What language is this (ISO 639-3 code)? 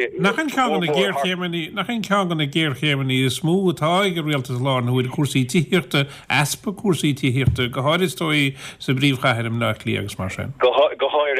gle